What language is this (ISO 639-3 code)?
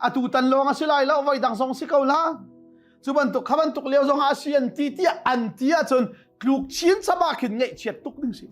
cnh